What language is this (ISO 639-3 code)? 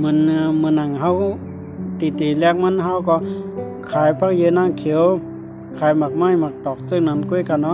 shn